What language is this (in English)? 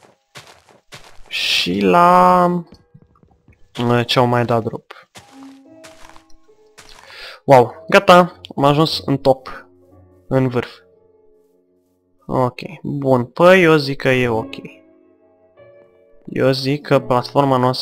Romanian